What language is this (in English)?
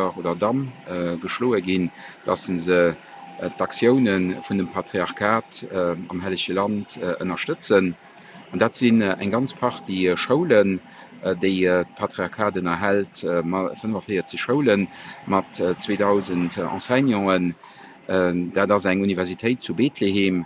Luxembourgish